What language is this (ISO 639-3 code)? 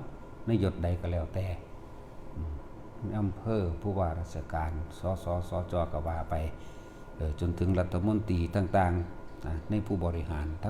tts